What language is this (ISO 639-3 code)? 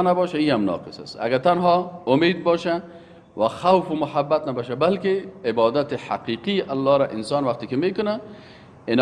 fas